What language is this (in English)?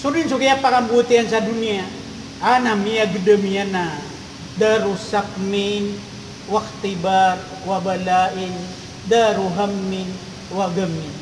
Maranao